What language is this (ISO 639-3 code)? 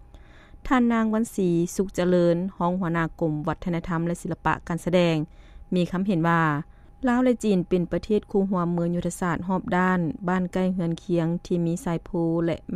lao